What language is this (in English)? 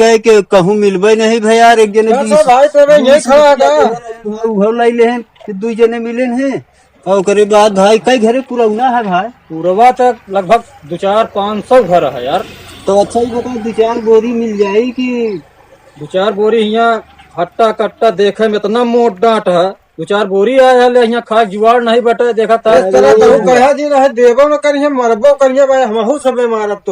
Awadhi